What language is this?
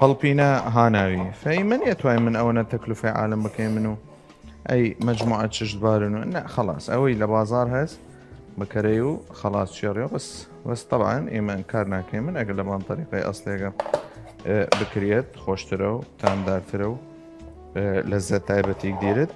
Southern Kurdish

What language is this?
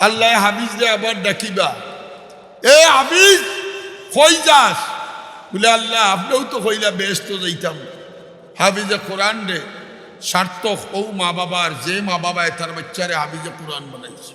Sylheti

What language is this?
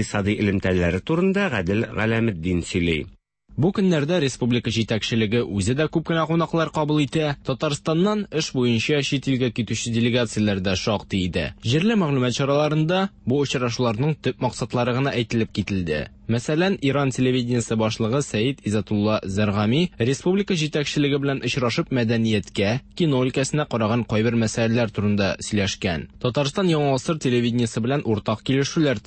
Tatar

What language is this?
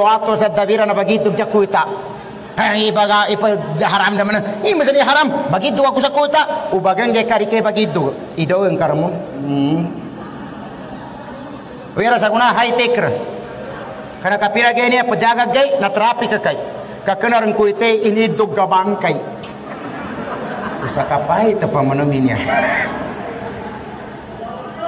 Maguindanaon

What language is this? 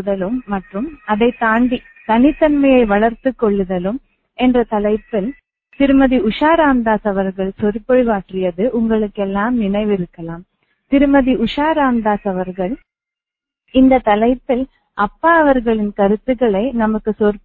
Tamil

